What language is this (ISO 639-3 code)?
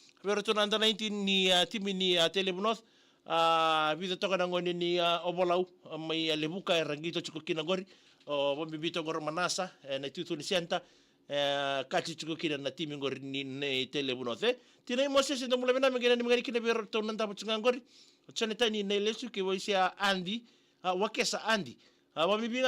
fij